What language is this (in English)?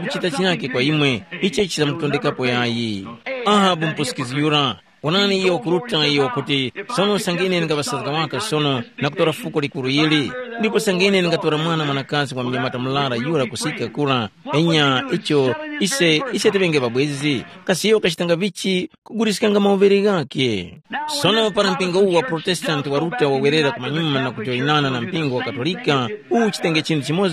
Tumbuka